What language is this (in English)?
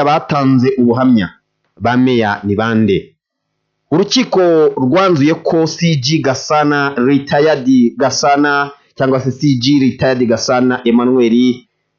Kinyarwanda